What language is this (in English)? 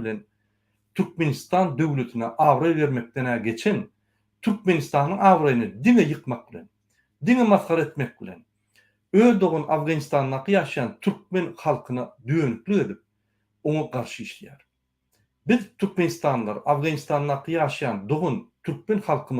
Turkmen